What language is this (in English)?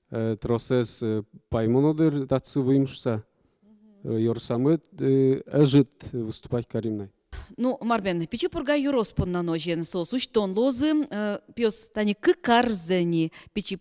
Udmurt